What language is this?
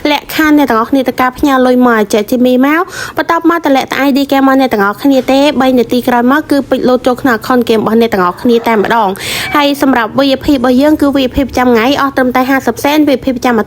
Khmer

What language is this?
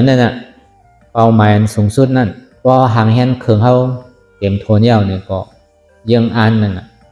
Shan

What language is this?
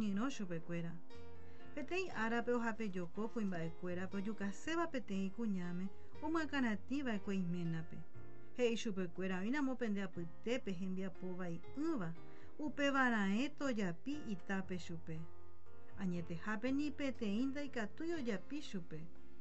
Guarani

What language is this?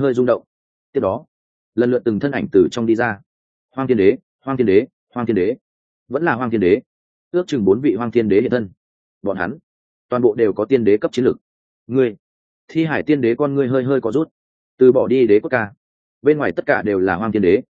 Vietnamese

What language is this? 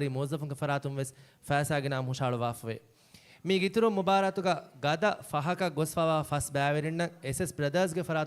Divehi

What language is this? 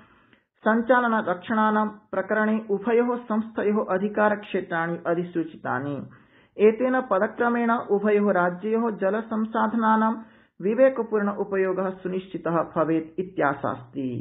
Sanskrit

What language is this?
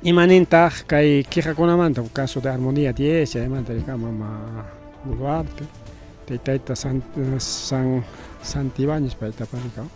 Ayacucho Quechua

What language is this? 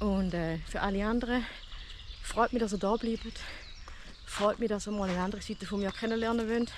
Swiss German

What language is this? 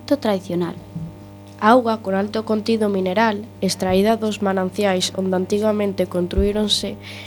Galician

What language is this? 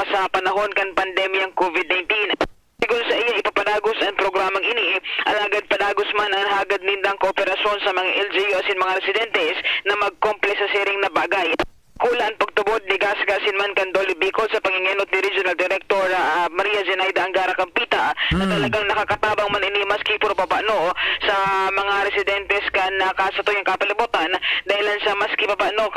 Bikol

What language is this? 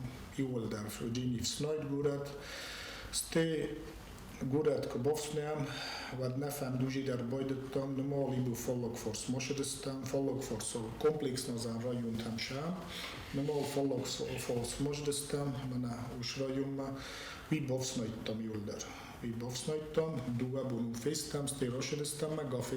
Ossetic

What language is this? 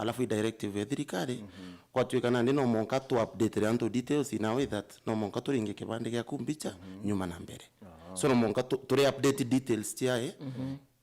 Meru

